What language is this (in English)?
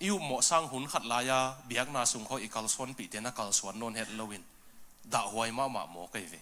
Tedim Chin